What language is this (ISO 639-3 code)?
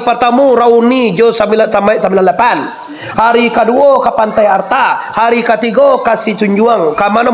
min